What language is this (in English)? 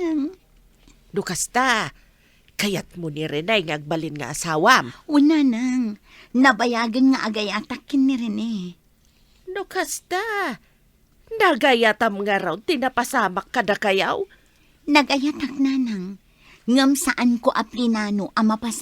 Iloko